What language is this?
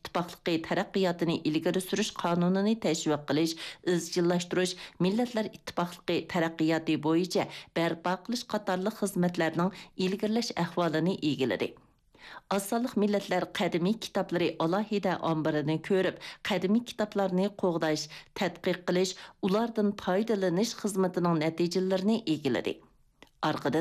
Uyghur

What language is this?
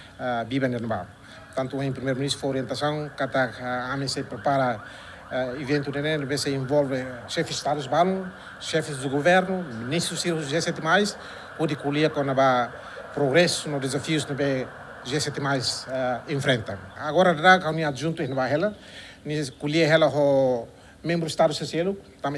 Tetum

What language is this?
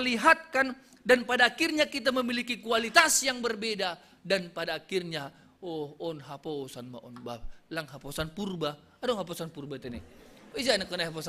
Batak Simalungun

